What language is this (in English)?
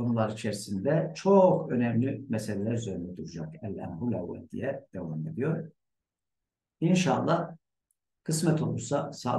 Turkish